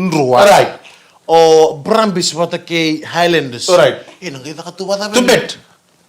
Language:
Fijian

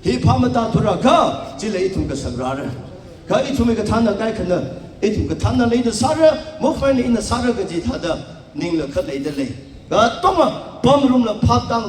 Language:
Tangkhul Naga (India)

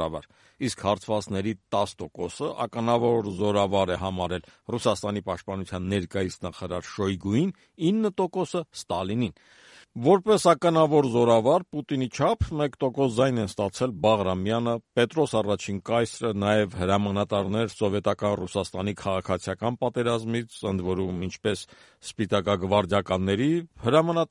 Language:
Armenian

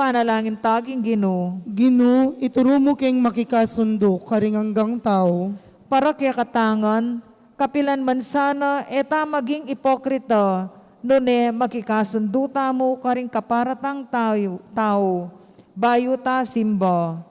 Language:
Pampanga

